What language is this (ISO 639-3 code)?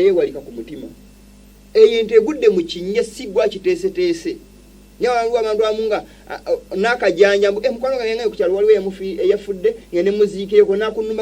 lug